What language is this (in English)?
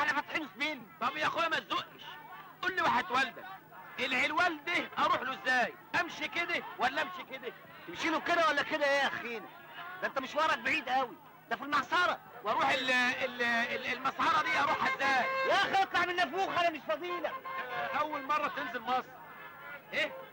Egyptian Arabic